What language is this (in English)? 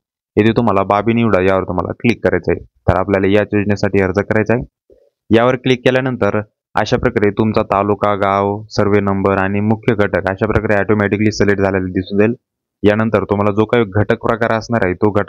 Marathi